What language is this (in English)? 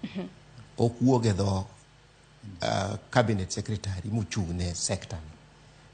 Luo (Kenya and Tanzania)